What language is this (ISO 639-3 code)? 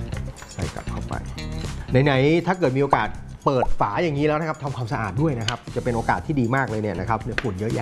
tha